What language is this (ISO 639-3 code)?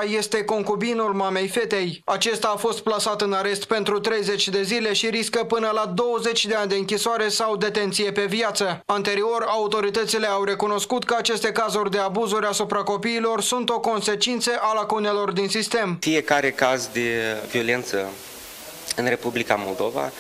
ron